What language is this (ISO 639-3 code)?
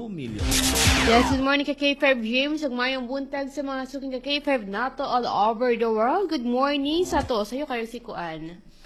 ceb